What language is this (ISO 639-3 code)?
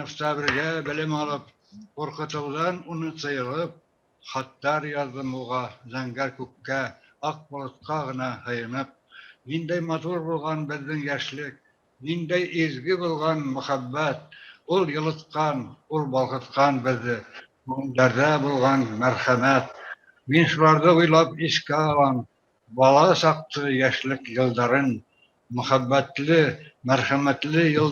bak